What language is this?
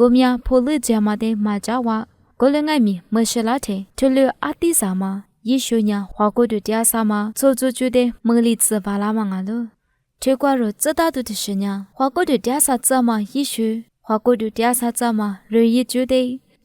Lisu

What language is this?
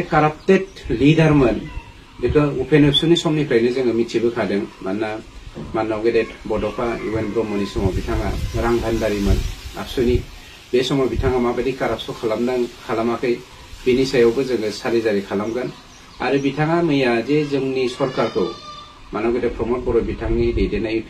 Bodo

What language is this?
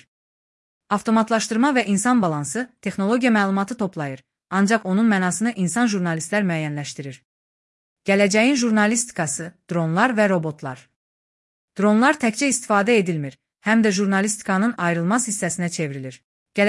Azerbaijani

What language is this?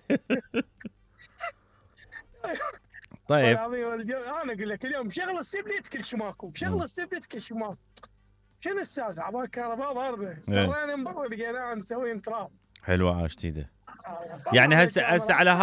Mesopotamian Arabic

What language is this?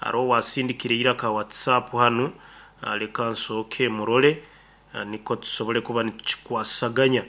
Nyankole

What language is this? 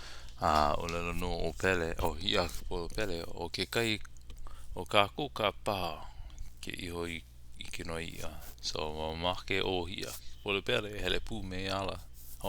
Hawaiian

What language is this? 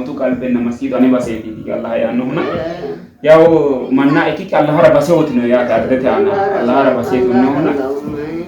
Sidamo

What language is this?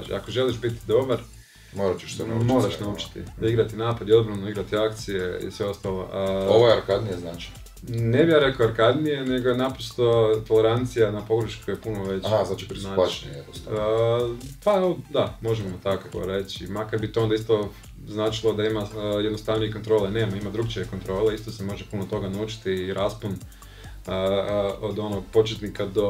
Croatian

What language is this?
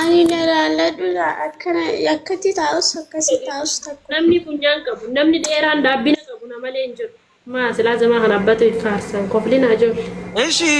Oromo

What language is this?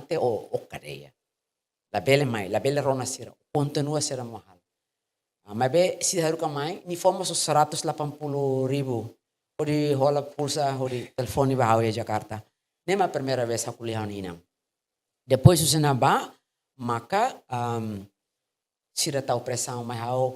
Tetum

